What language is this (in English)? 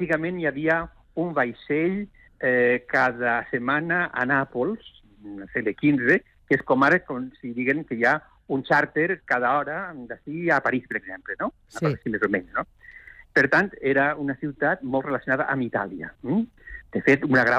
Catalan